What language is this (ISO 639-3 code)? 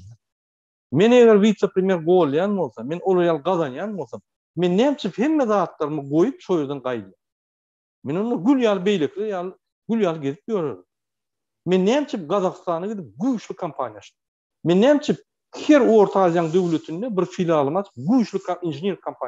tuk